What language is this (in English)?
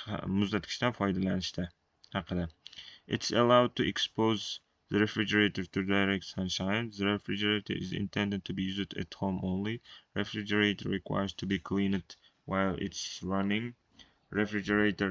Uzbek